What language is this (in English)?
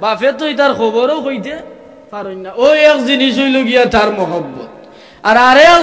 Sylheti